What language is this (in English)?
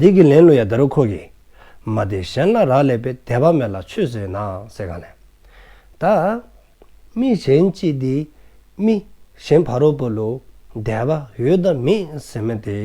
Dzongkha